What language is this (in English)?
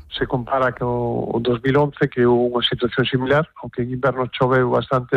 Galician